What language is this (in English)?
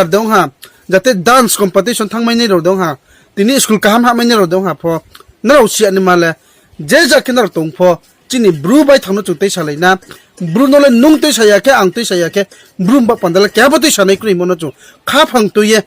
Riang (India)